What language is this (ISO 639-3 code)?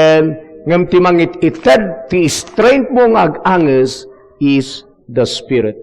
ilo